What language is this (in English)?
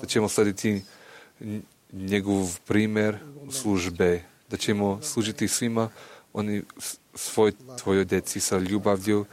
Croatian